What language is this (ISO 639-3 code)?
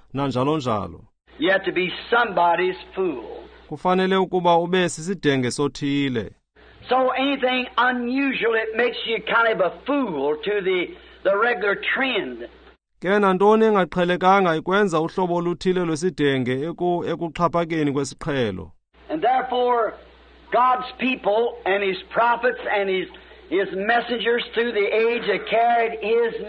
xho